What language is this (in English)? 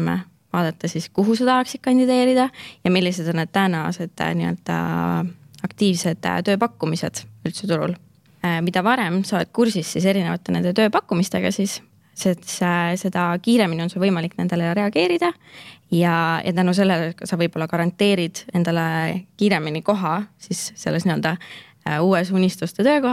Estonian